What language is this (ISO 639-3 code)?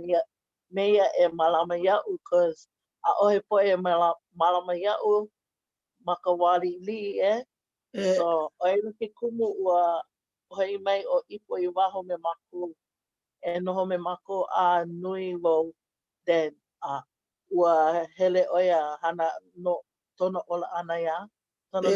haw